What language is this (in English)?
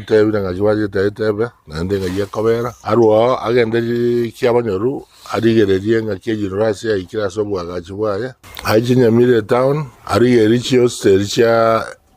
Gusii